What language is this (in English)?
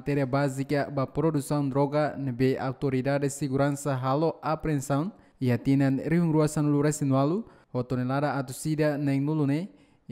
Tetum